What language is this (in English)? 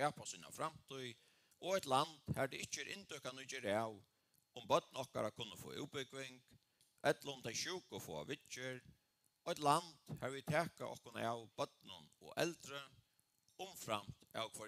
Faroese